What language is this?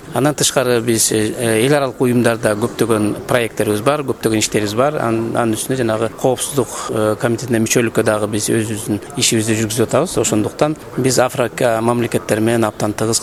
Kyrgyz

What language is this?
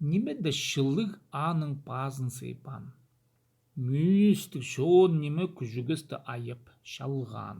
Khakas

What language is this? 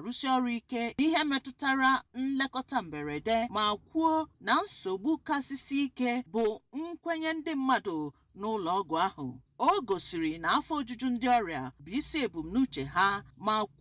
Igbo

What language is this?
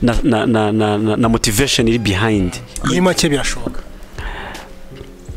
Kinyarwanda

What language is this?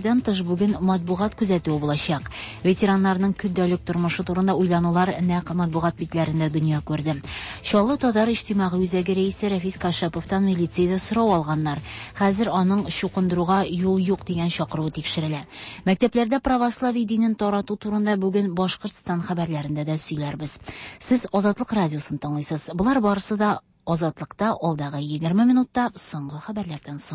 Tatar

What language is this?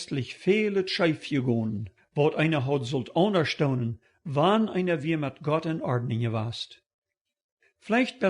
Plautdietsch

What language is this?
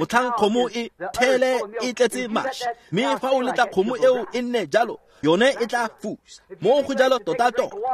Tswana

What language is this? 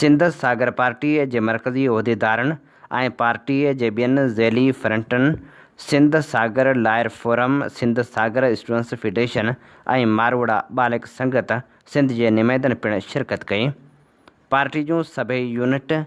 Sindhi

